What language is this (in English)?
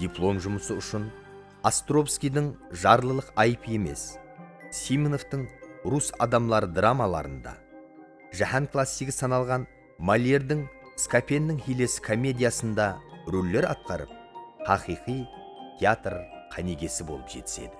Kara-Kalpak